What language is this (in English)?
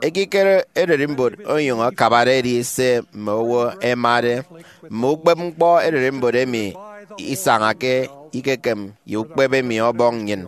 Efik